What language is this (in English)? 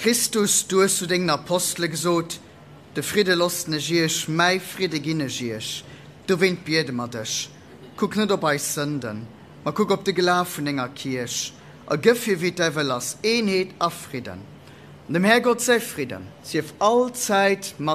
Luxembourgish